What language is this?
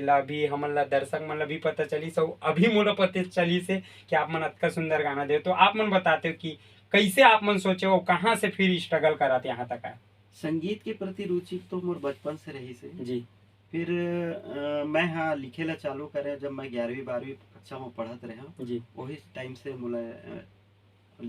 Chhattisgarhi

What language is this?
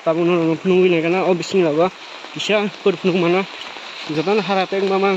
Kok Borok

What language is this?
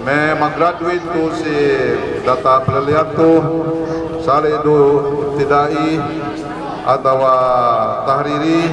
Yakan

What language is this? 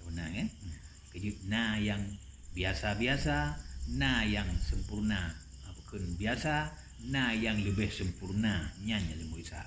Achinese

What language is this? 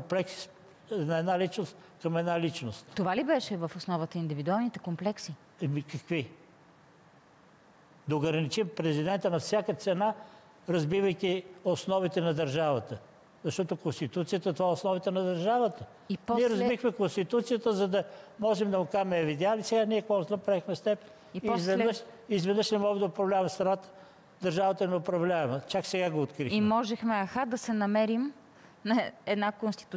Bulgarian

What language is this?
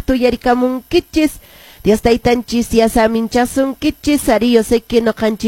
Quechua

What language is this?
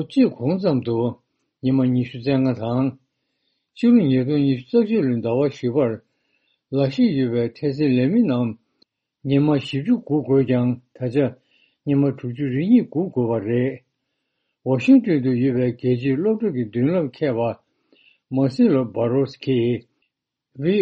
Tibetan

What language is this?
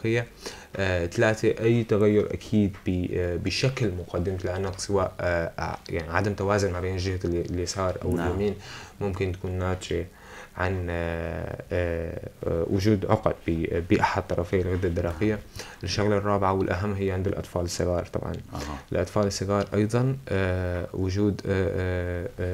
North Levantine Arabic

